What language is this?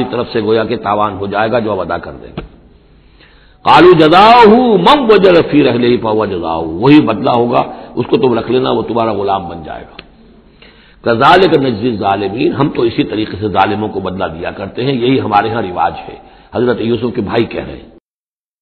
Urdu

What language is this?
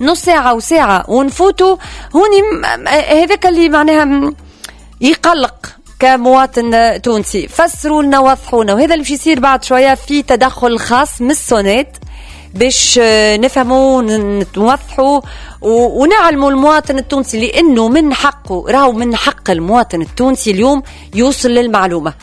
Tunisian Arabic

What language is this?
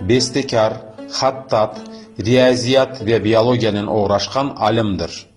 Crimean Tatar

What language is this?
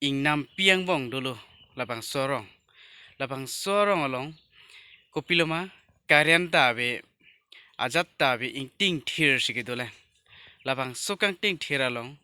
Karbi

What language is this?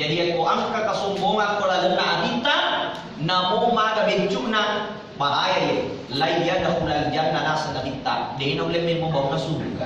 Buginese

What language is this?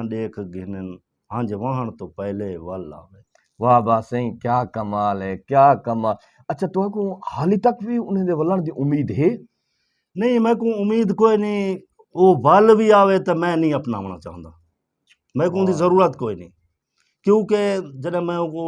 Saraiki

